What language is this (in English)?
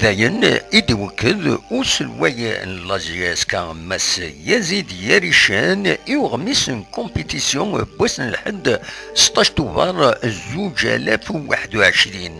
Kabyle